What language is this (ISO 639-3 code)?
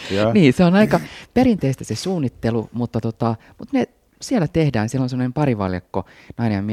fin